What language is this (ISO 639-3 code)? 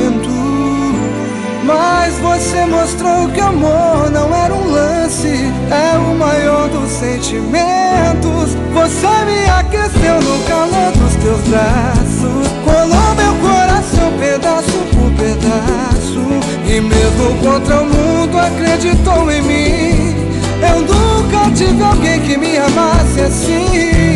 por